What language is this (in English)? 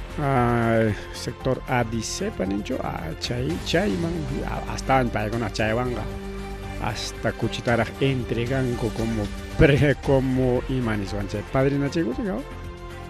Ayacucho Quechua